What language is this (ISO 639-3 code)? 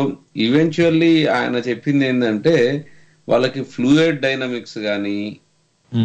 tel